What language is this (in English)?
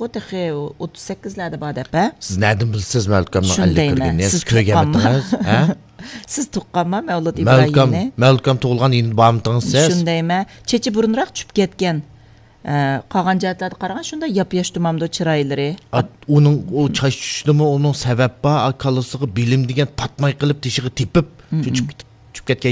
Uyghur